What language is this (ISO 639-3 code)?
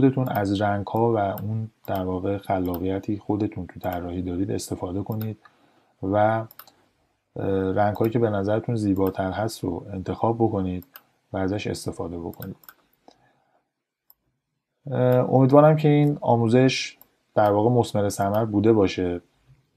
fas